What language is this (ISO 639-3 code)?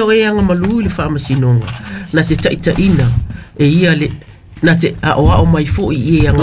smo